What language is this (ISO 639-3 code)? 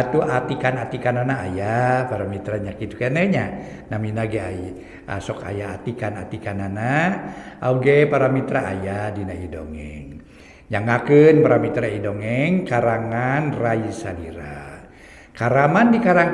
sun